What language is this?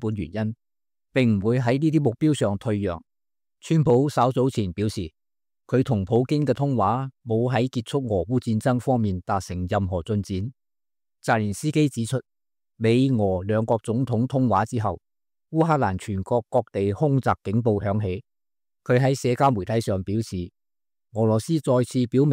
Cantonese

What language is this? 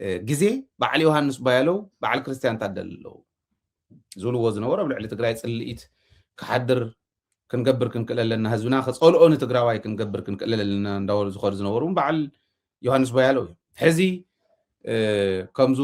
Tigrinya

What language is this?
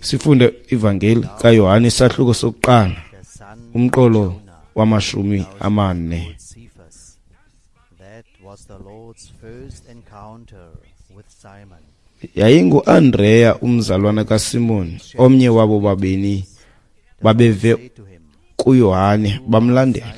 Xhosa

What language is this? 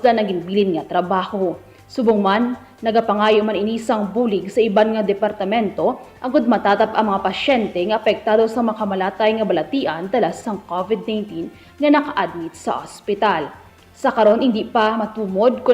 Hiligaynon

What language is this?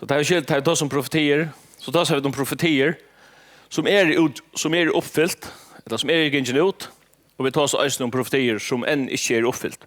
Faroese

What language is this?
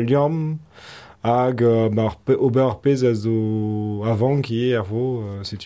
Breton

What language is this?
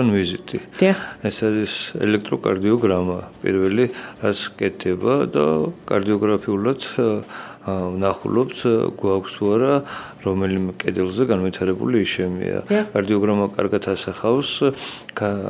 Georgian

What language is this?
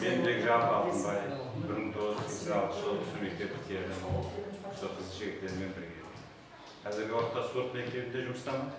Kara-Kalpak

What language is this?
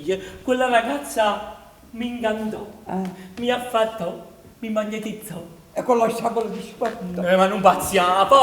Neapolitan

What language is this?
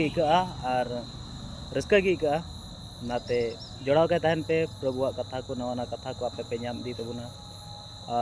Santali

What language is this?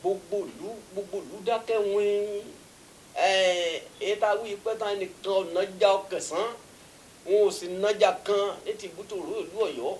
Yoruba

